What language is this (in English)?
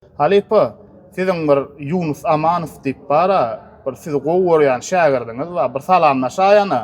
Turkmen